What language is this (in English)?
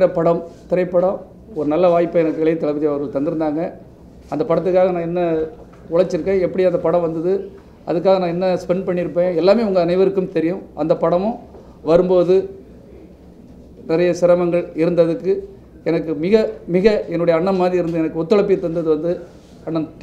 Tamil